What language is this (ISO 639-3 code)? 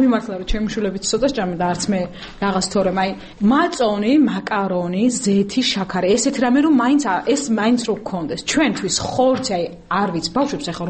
kat